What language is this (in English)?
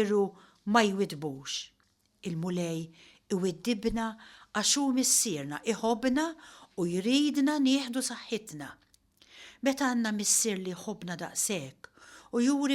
Maltese